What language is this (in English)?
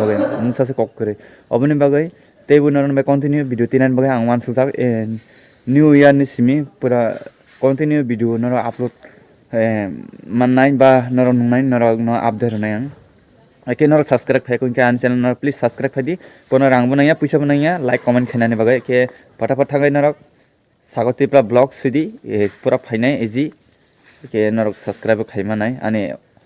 Kok Borok